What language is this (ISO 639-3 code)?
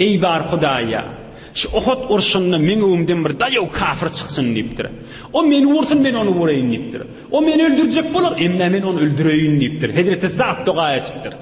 tuk